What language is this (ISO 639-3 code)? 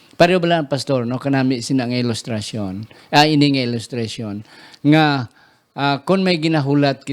hil